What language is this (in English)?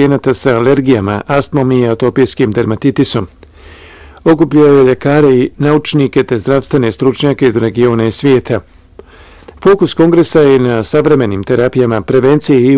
Bosnian